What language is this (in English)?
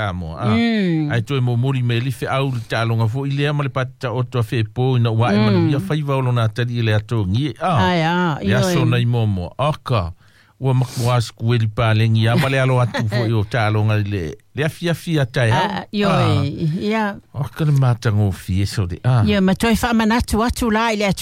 Samoan